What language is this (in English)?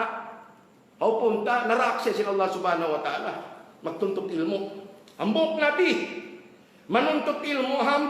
Tausug